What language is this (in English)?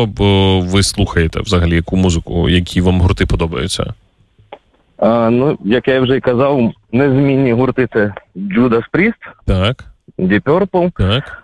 Ukrainian